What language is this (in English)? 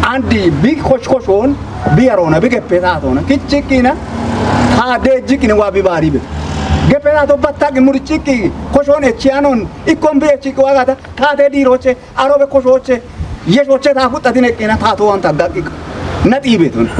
Kafa